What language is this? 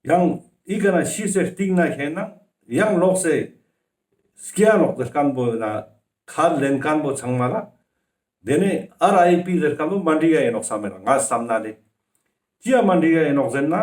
Ladakhi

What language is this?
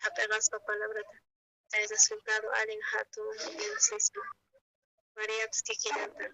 South Bolivian Quechua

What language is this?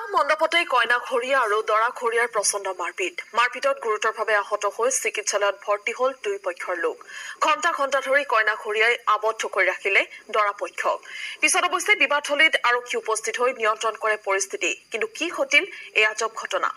Assamese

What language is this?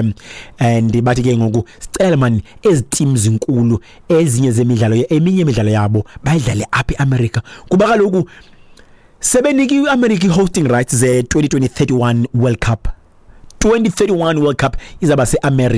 Xhosa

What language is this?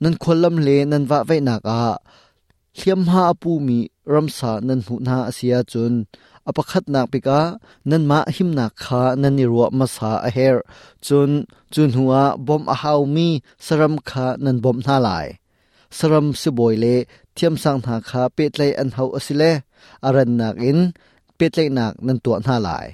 Hakha Chin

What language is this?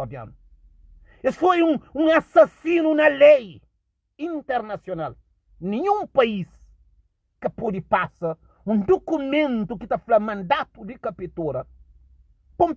Kabuverdianu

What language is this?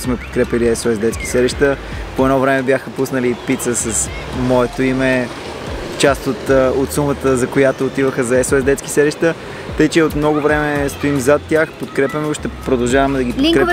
Bulgarian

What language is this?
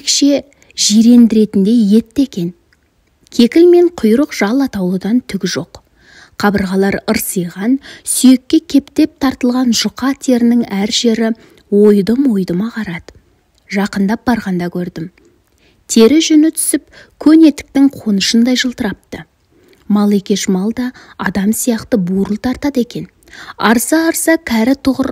Kazakh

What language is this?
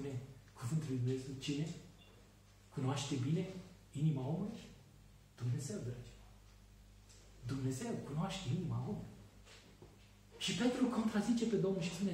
Romanian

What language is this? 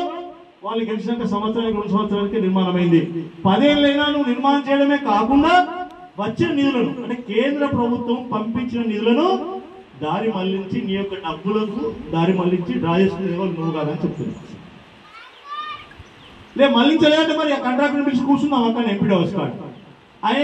Telugu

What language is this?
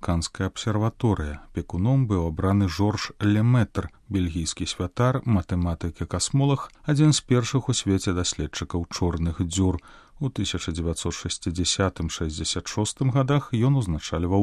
Belarusian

